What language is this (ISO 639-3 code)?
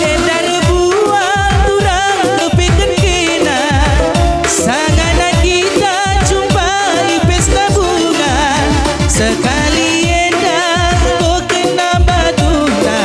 btx